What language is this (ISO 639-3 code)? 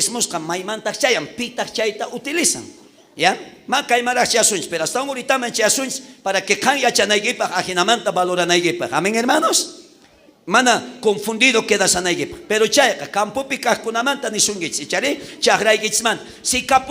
quh